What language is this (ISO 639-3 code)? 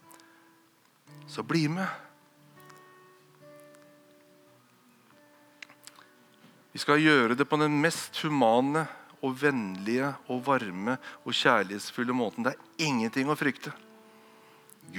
nor